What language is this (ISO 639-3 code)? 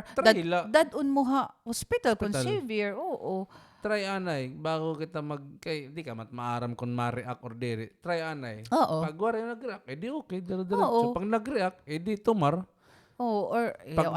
war